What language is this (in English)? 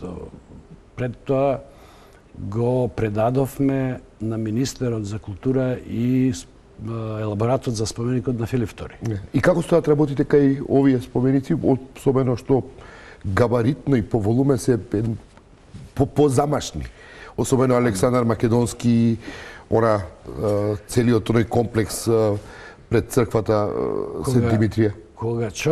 Macedonian